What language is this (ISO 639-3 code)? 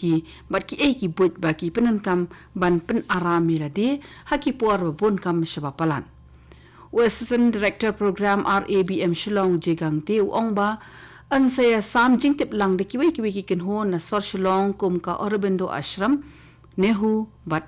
kha